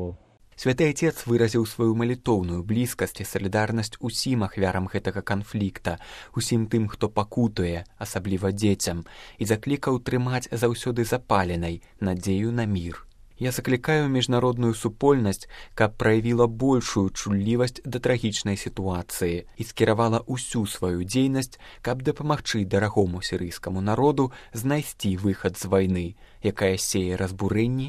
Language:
Belarusian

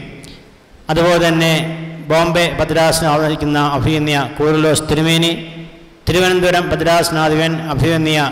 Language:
Malayalam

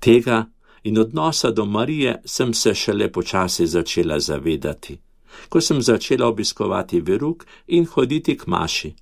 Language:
Slovenian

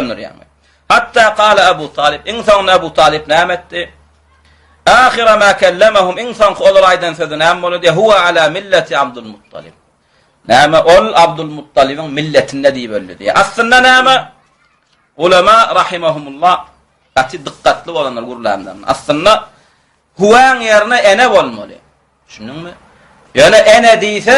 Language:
Turkmen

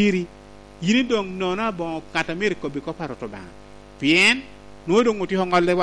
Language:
Lango (Uganda)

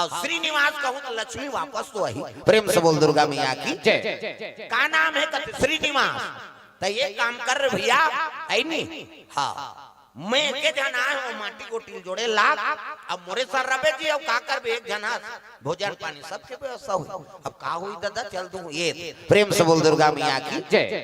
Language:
Chhattisgarhi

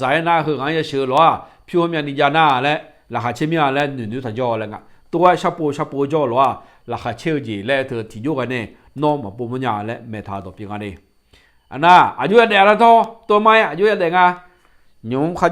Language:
Akha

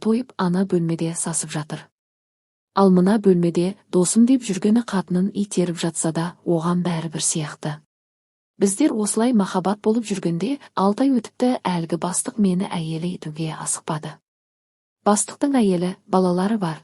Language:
Kazakh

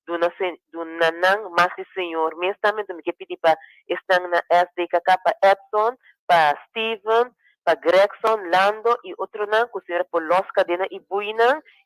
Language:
Papiamento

